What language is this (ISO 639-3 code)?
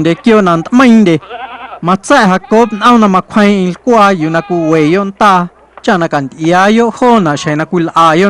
amu